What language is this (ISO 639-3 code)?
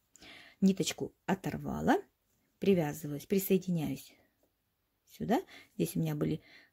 rus